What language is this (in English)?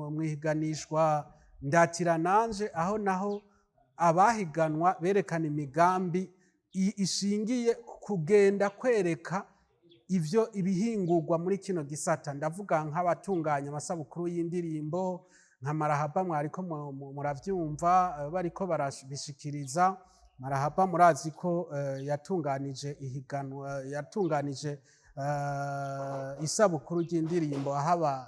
Rundi